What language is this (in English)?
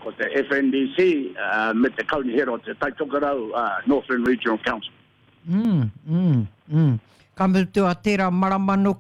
Māori